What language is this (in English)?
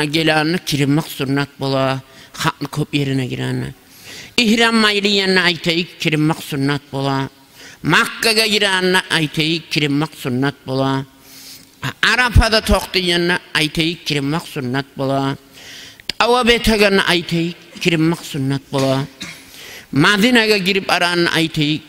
Kumyk